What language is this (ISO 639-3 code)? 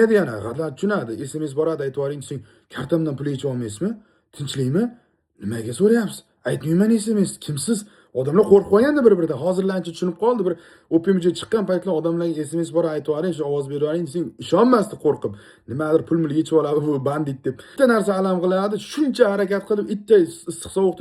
uzb